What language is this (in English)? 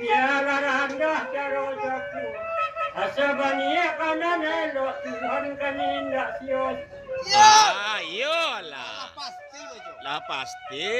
Minangkabau